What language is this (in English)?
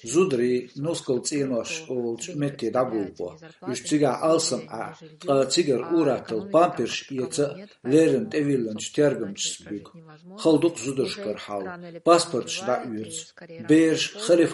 Chechen